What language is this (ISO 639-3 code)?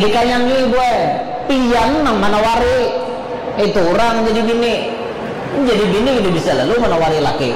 bjn